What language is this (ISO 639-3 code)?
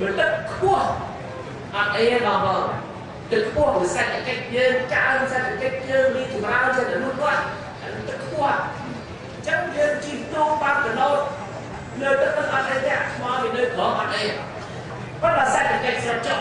khm